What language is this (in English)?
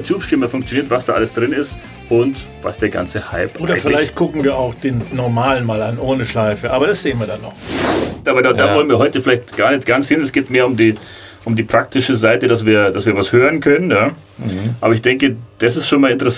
German